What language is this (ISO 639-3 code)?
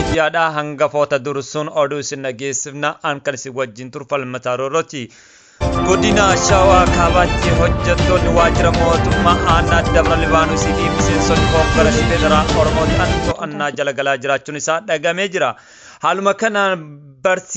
orm